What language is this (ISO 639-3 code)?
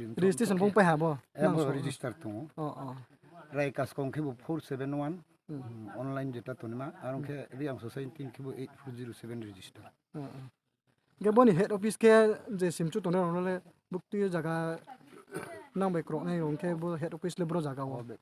ria